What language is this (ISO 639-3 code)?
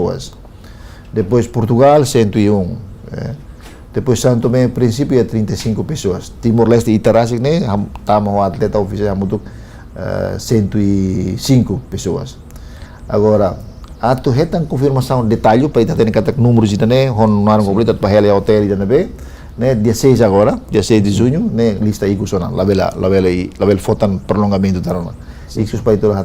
tet